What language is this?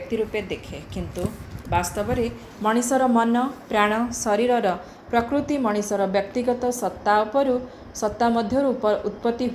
Odia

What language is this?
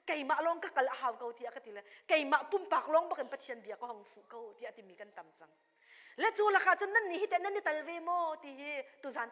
Hakha Chin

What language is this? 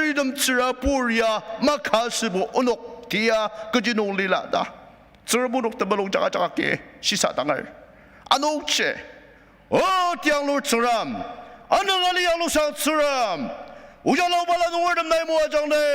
Ao Naga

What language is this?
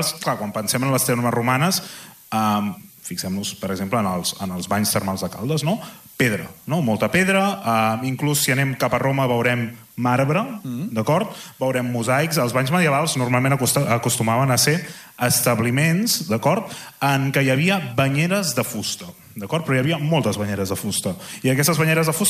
Catalan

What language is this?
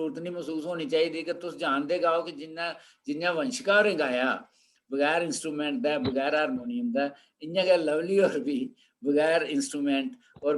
Dogri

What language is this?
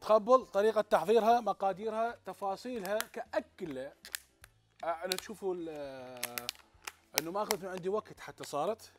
Mesopotamian Arabic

